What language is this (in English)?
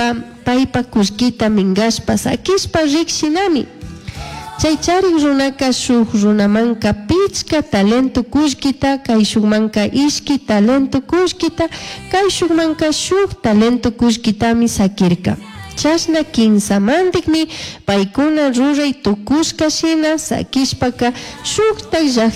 Chimborazo Highland Quichua